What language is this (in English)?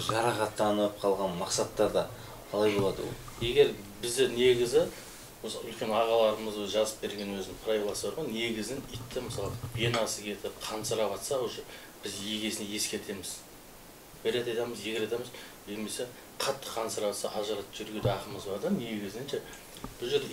Kazakh